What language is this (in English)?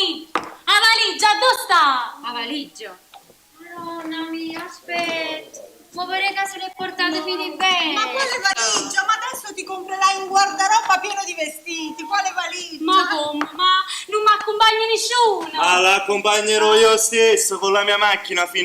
Neapolitan